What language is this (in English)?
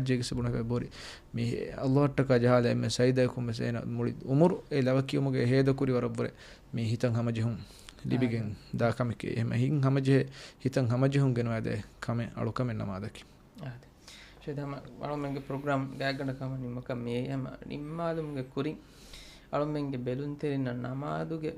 Divehi